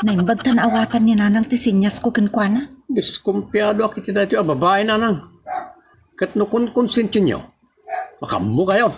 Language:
Iloko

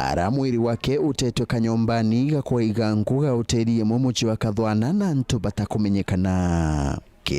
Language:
Meru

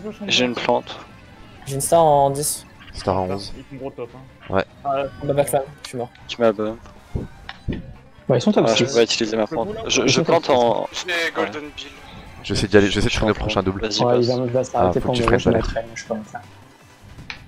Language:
French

